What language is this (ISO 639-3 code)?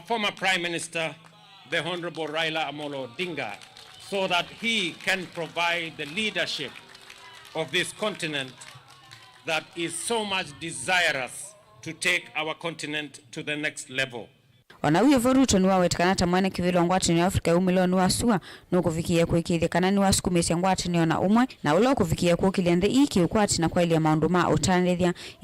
kam